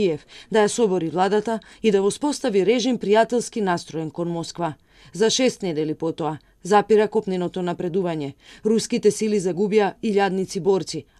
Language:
Macedonian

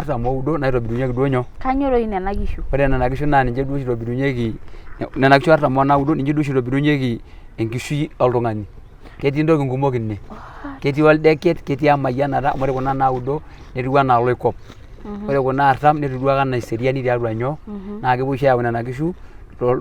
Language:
Masai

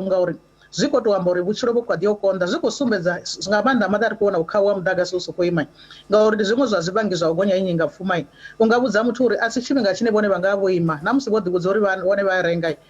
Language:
Venda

